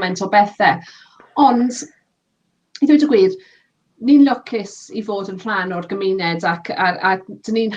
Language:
Welsh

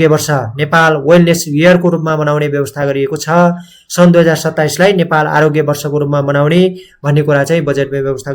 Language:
Nepali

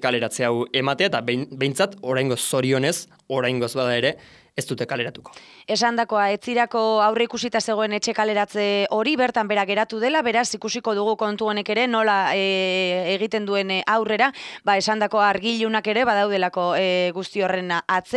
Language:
Basque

